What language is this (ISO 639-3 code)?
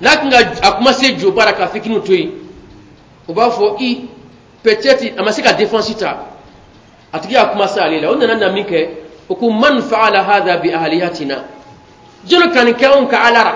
bam